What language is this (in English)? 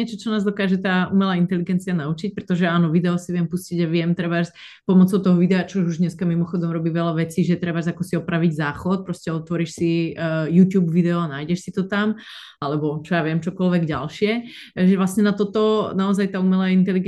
Slovak